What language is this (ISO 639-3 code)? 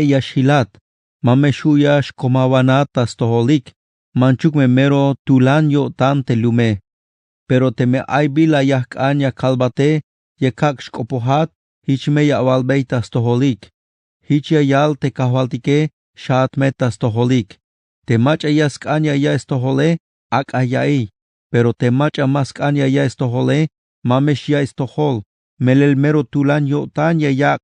tzh